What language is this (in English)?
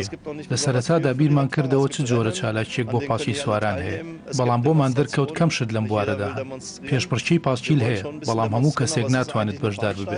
Central Kurdish